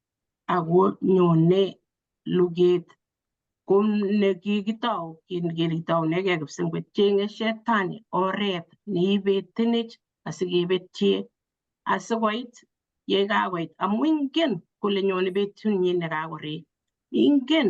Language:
Kalenjin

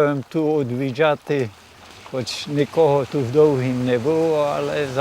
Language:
Rusyn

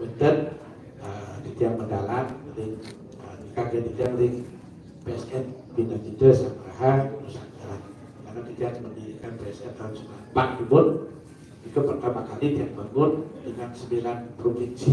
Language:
Balinese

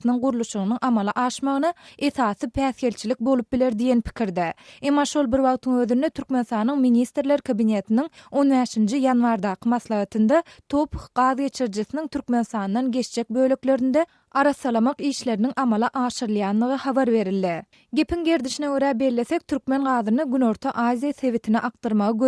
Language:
Turkmen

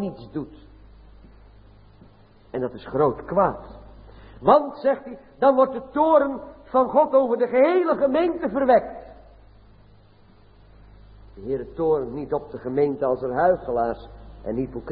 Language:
Dutch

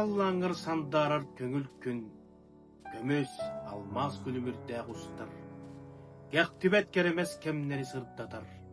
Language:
Yakut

